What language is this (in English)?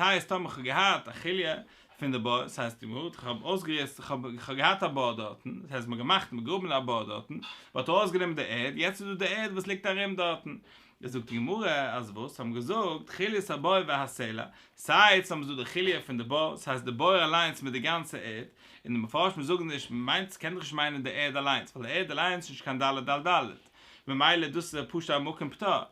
Yiddish